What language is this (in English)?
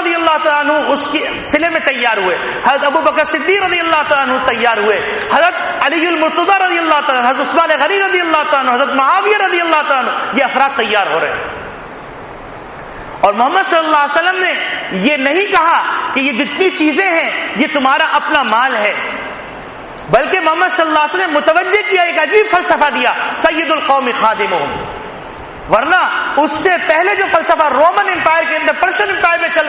Urdu